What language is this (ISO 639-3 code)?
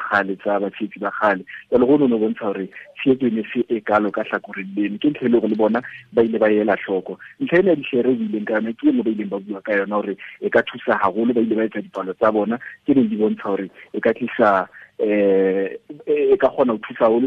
sot